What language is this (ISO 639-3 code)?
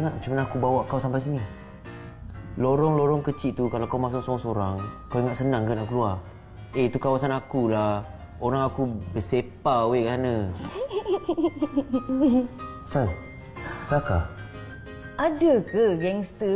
msa